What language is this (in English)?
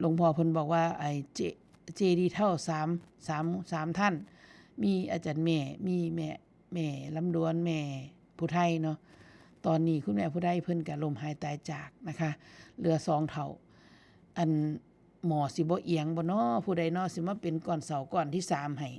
Northeastern Thai